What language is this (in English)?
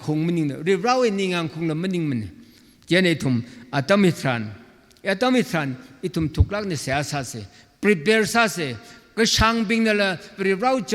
Tangkhul Naga (India)